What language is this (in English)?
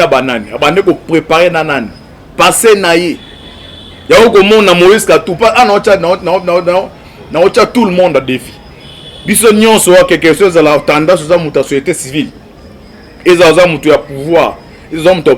Lingala